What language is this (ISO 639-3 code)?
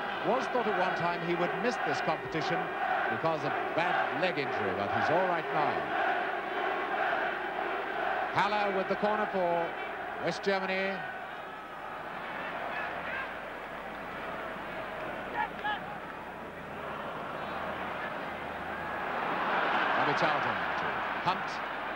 eng